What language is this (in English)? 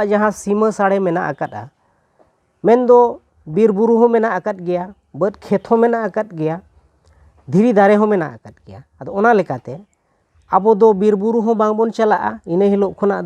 Santali